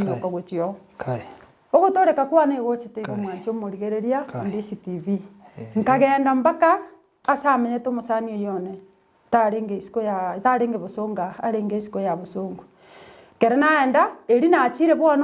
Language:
Gusii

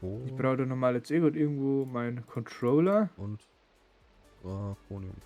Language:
Bavarian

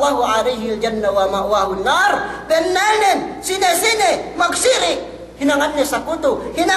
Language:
Yakan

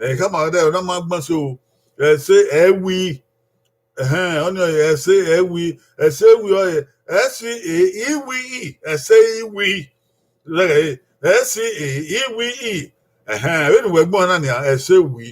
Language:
Bini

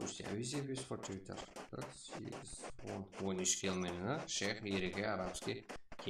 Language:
Kara-Kalpak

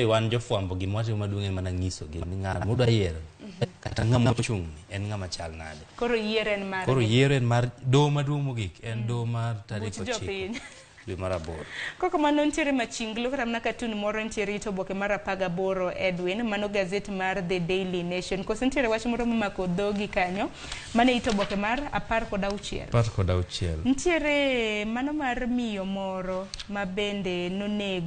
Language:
Luo (Kenya and Tanzania)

